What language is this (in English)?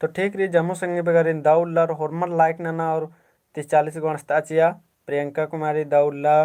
Kurukh